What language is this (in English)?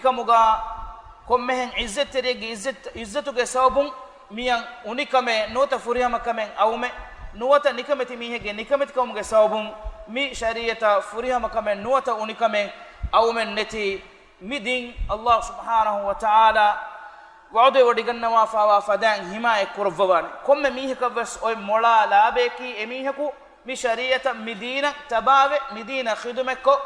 Divehi